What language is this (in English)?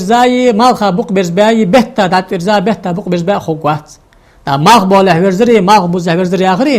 Ingush